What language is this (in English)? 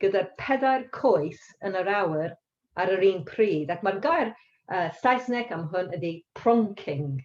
Welsh